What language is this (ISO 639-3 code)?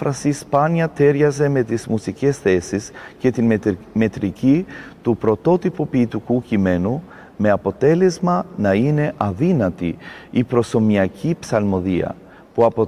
ell